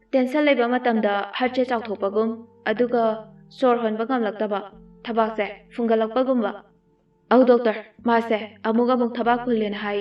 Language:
Manipuri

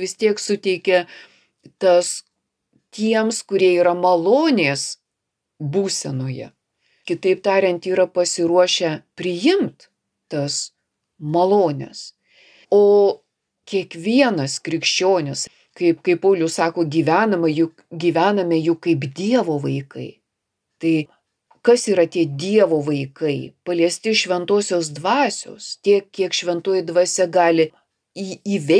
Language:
Lithuanian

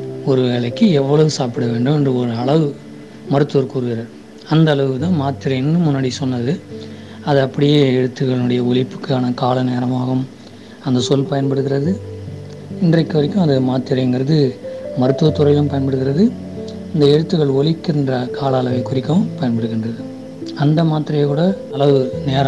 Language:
Tamil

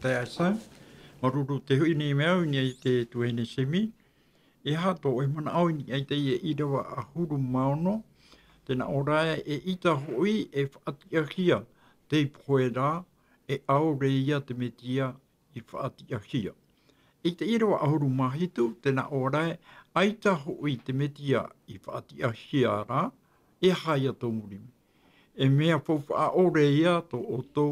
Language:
Tahitian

